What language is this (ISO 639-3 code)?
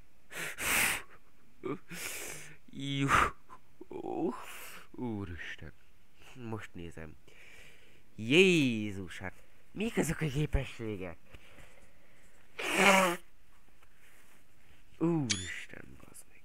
hun